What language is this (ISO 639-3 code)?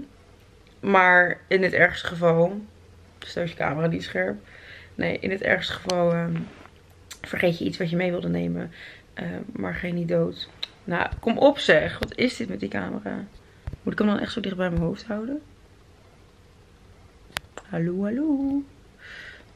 nld